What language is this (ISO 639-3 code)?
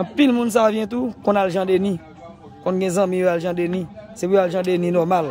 hat